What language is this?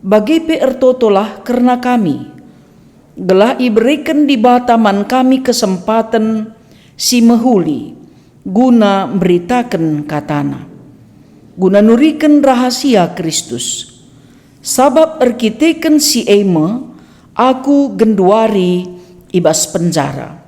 Batak Karo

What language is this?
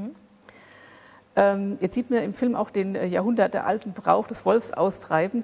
German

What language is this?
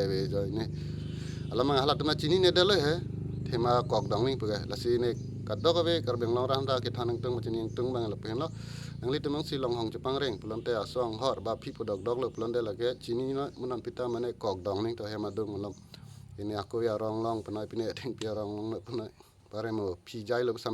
Karbi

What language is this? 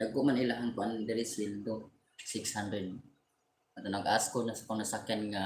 Cebuano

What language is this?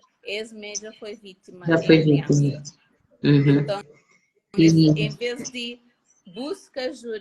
Kabuverdianu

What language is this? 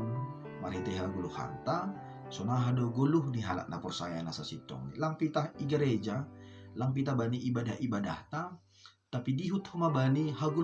Batak Simalungun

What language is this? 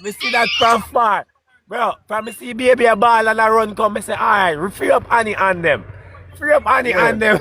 Jamaican Creole English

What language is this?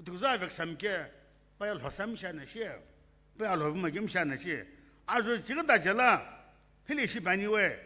Sumi Naga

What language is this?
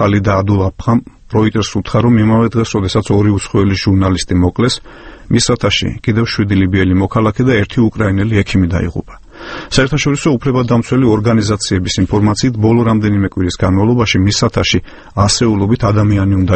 Georgian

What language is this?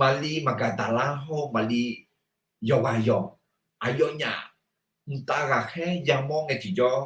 Akha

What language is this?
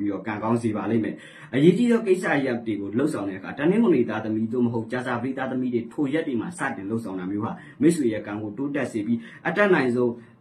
Burmese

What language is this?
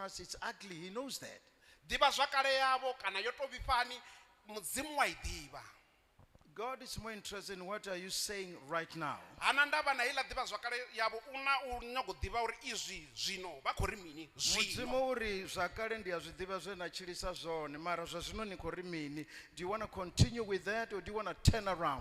Venda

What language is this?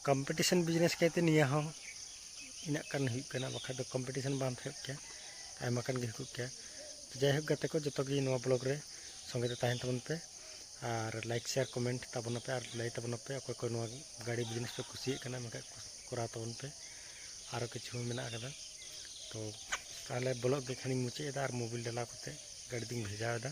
Santali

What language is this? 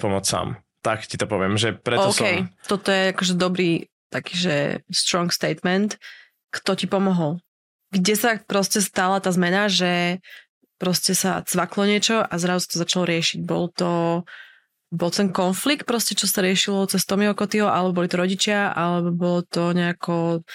Slovak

